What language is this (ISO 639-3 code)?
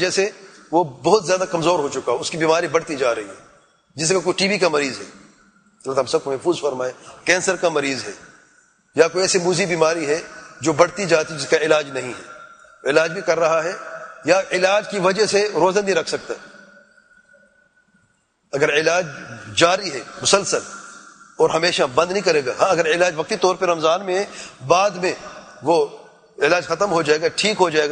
urd